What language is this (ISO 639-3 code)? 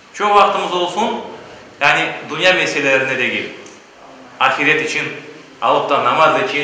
crh